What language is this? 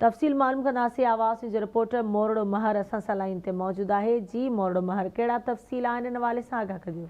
Sindhi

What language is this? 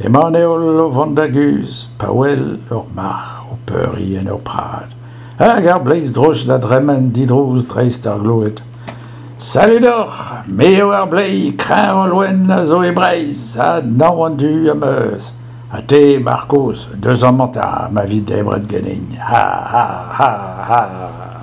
Breton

